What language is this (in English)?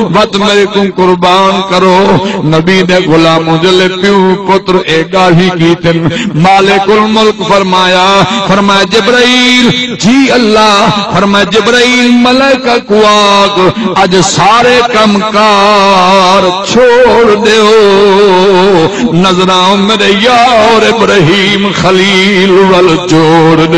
Saraiki